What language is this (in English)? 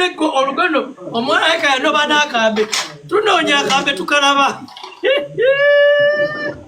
Ganda